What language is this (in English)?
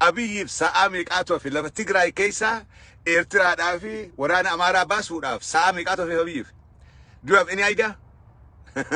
Oromo